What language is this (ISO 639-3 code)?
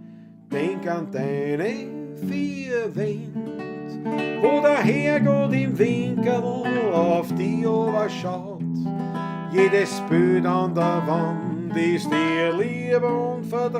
bar